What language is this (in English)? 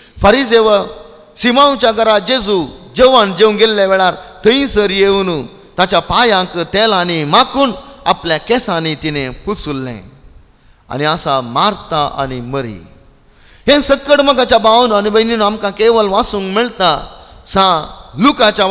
Konkani